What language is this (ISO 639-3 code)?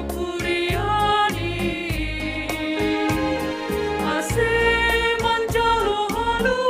bts